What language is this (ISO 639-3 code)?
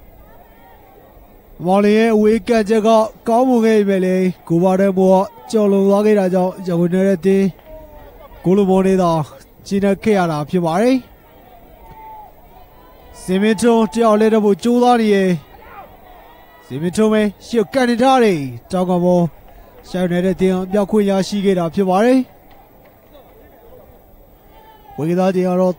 mya